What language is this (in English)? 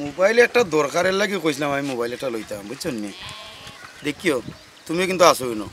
Sylheti